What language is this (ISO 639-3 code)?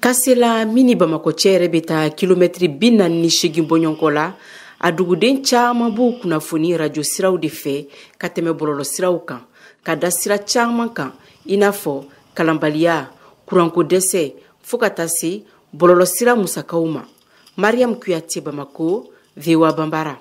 bam